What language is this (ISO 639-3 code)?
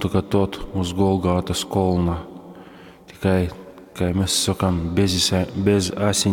ltg